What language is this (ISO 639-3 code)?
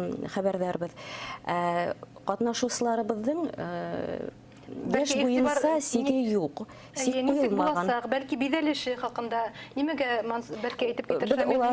bak